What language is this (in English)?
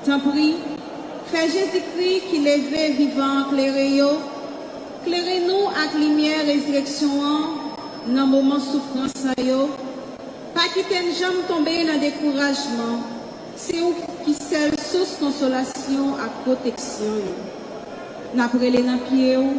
Haitian Creole